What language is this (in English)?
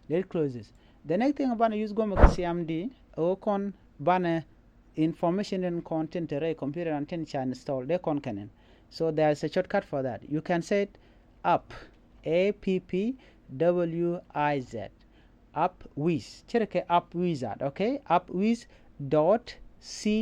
Nuer